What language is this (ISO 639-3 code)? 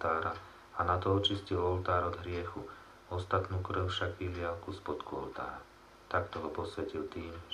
slk